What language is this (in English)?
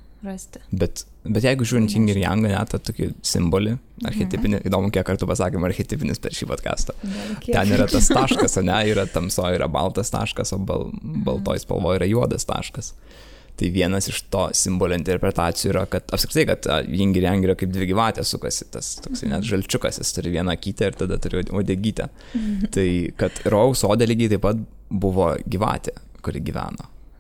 Lithuanian